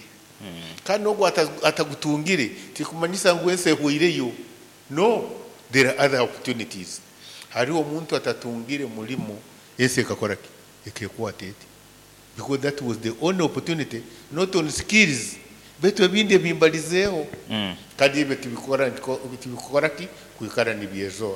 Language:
Nyoro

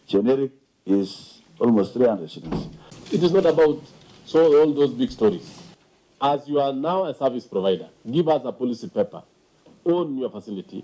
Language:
Kamba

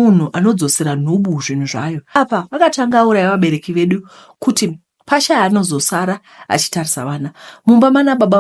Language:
Shona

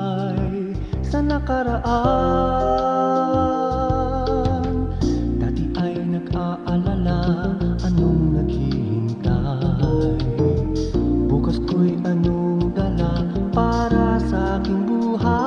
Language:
Filipino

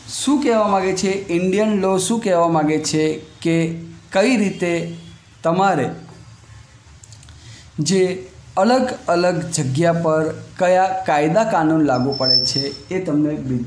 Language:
Gujarati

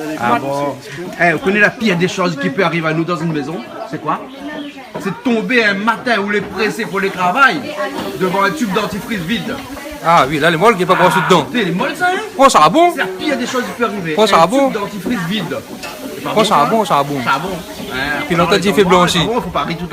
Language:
Réunion Creole French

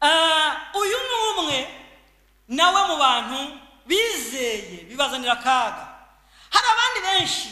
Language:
Kinyarwanda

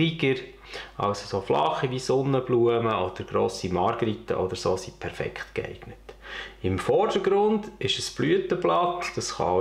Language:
Swiss German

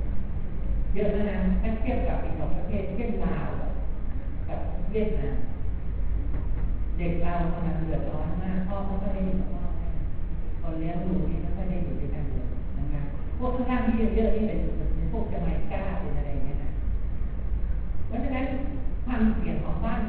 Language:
Thai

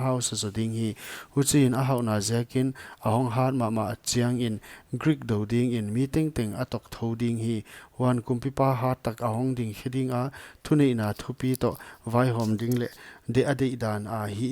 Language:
Paite Chin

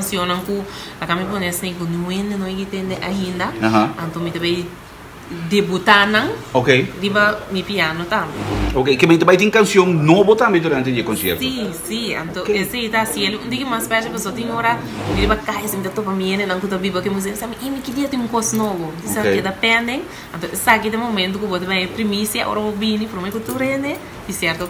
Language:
Papiamento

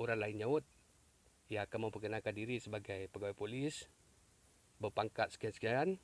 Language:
Iban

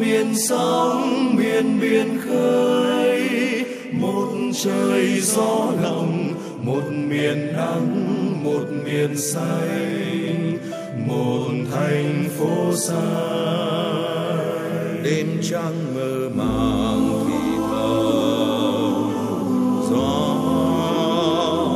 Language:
Vietnamese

